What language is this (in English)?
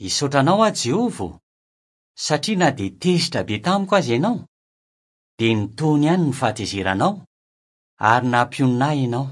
Malagasy